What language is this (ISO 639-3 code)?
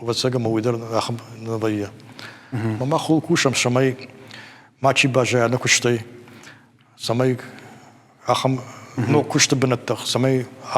oss